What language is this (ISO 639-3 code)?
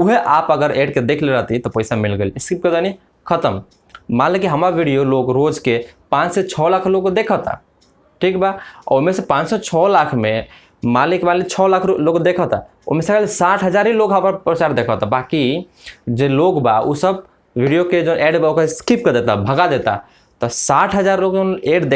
bho